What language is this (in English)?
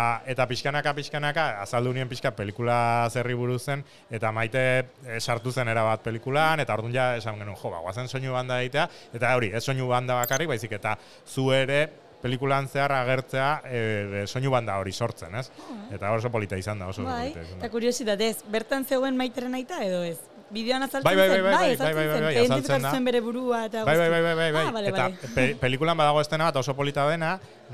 Basque